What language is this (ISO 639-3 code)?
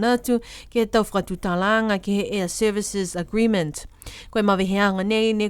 niu